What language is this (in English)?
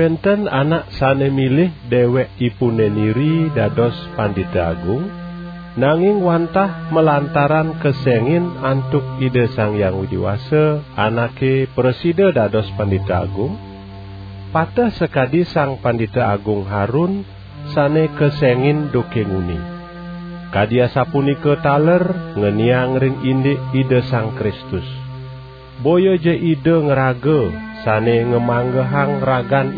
Balinese